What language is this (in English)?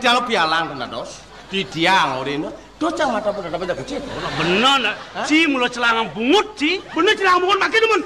Balinese